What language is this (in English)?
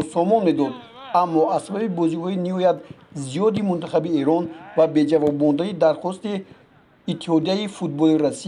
Tajik